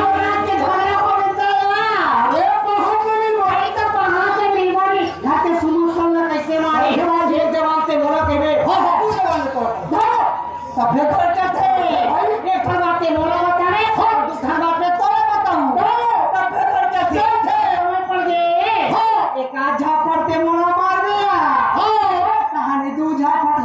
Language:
Chhattisgarhi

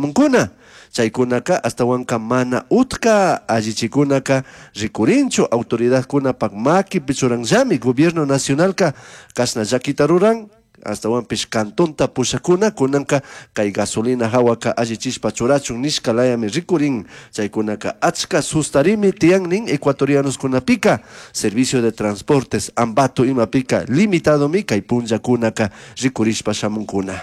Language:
Chimborazo Highland Quichua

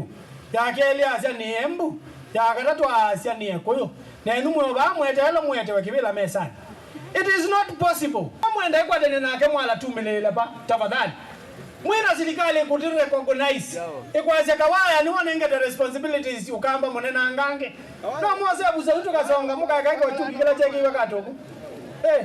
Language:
Kamba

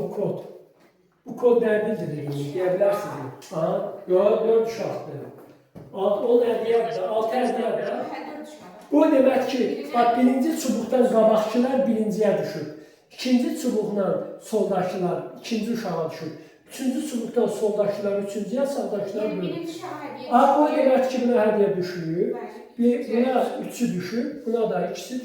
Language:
Azerbaijani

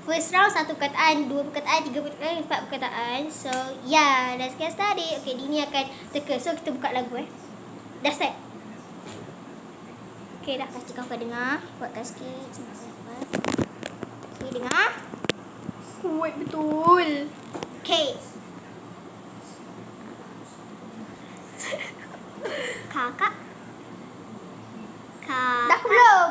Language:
Malay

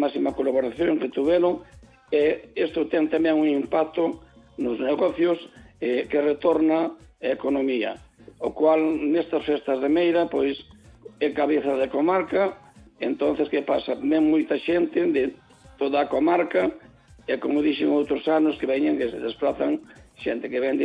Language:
Galician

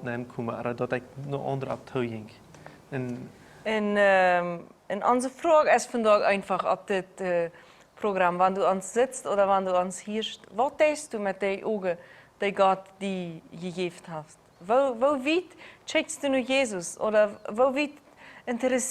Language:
Plautdietsch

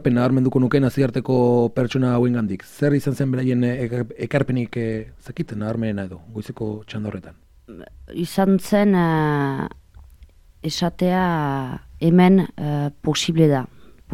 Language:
Basque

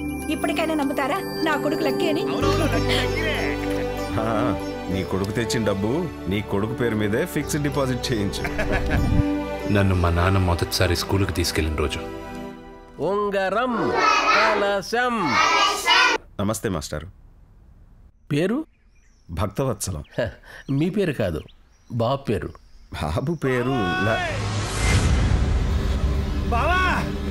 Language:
Telugu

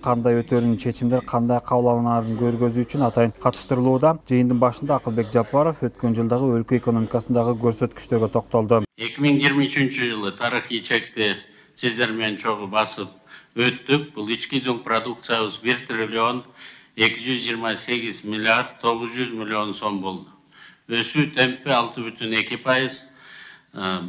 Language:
Kyrgyz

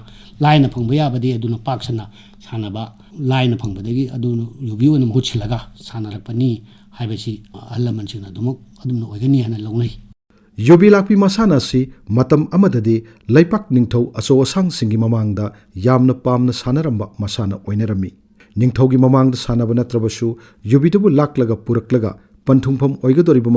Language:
Manipuri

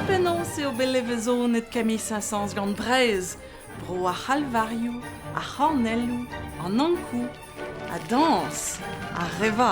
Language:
Breton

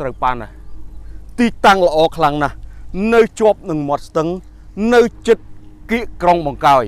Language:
Khmer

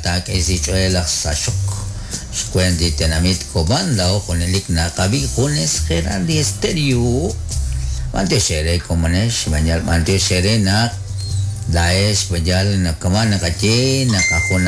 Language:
Kekchí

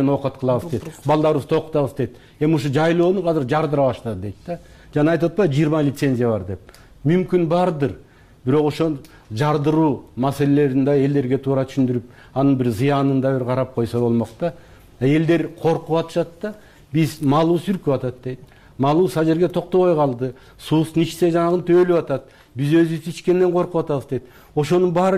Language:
Kyrgyz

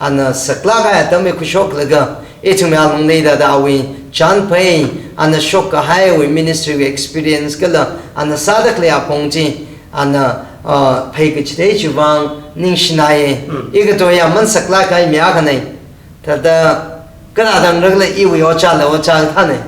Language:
Tangkhul Naga (India)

